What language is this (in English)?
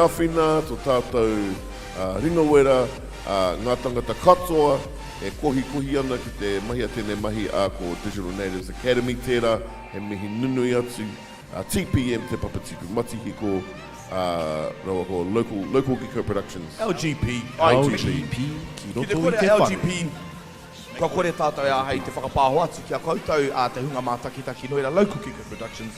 Māori